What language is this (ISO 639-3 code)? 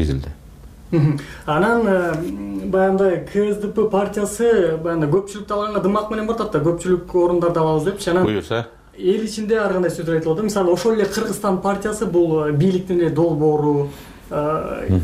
kir